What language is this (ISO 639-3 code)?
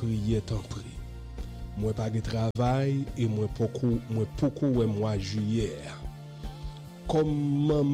fra